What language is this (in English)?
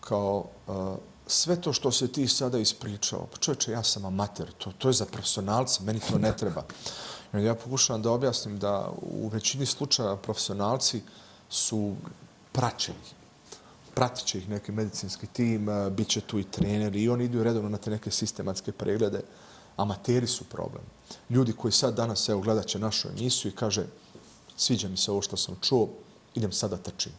Bosnian